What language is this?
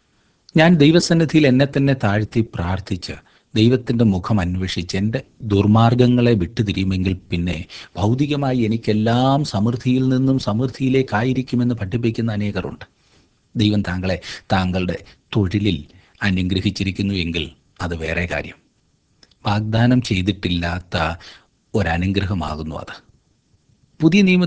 Malayalam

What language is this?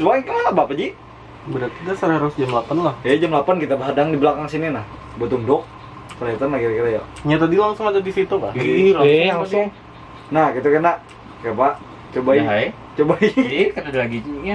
Banjar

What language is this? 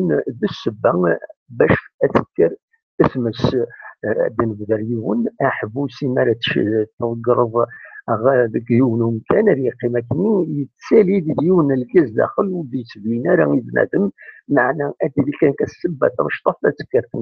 Kabyle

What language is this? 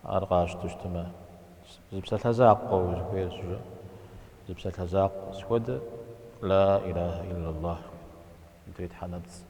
Kabardian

